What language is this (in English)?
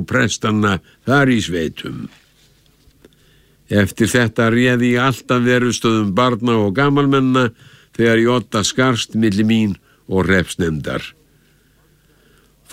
Icelandic